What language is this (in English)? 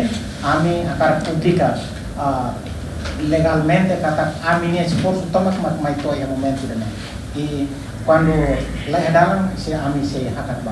Tetum